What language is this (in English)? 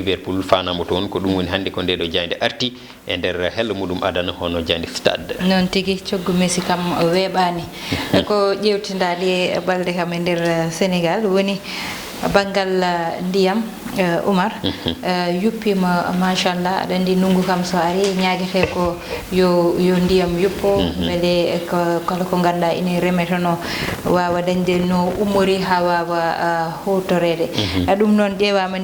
Fula